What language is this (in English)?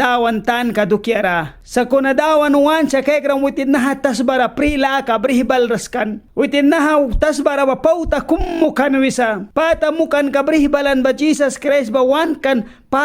Mískito